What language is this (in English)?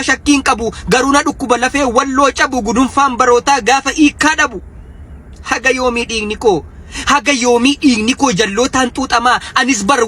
Oromo